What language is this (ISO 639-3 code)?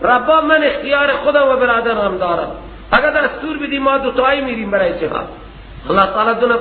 fas